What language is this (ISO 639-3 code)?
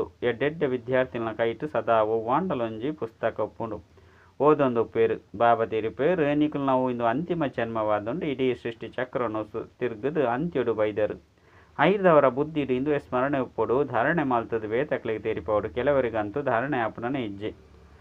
tcy